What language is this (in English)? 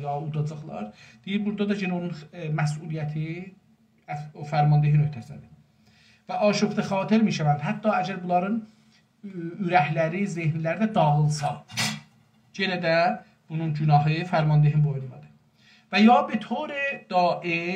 South Azerbaijani